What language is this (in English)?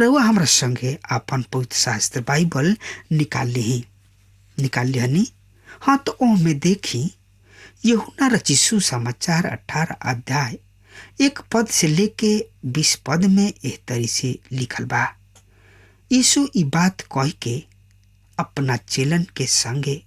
Bhojpuri